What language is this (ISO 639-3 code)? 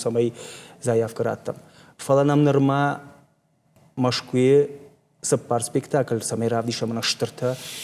oss